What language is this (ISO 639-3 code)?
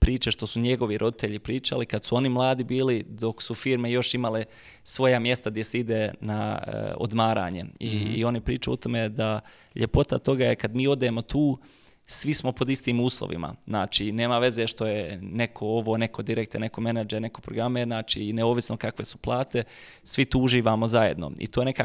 bos